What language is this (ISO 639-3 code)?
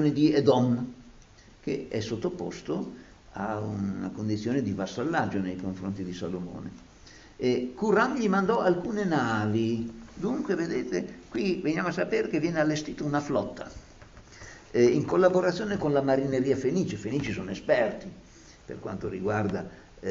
ita